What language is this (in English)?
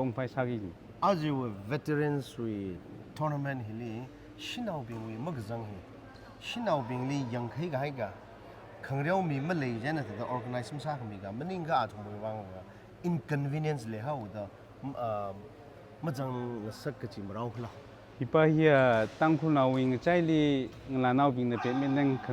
Tangkhul Naga (India)